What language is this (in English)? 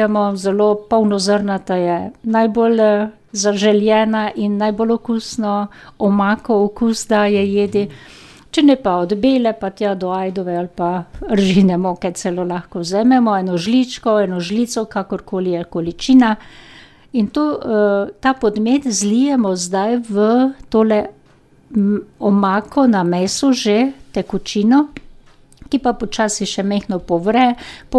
Slovenian